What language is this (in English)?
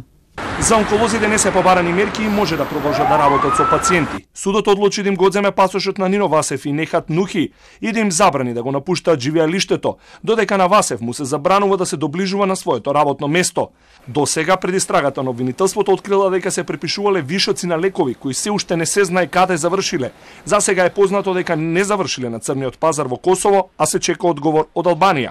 Macedonian